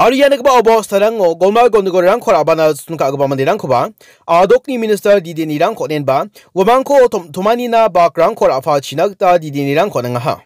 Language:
Garo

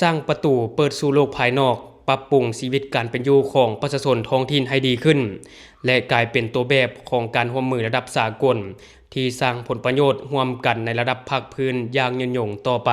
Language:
Lao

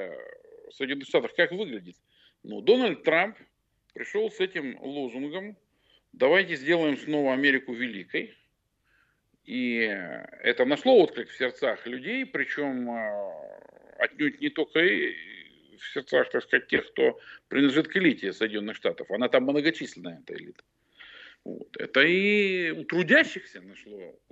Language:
Russian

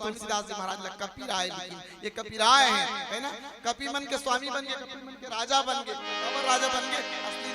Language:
Chhattisgarhi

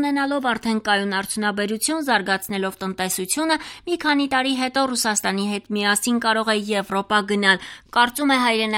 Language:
Armenian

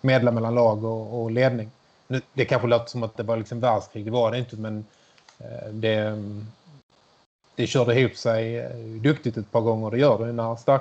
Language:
Swedish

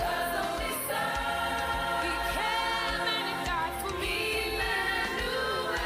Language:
Ewe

